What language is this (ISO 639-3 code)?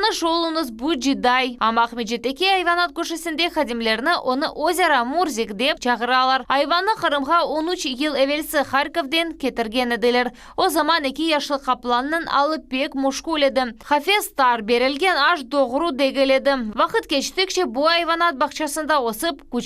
crh